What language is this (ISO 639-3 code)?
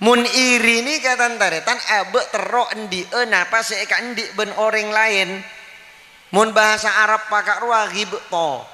mad